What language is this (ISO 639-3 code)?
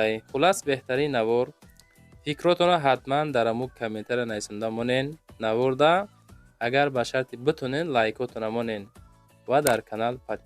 tgk